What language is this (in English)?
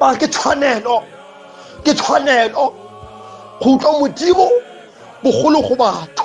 Tswana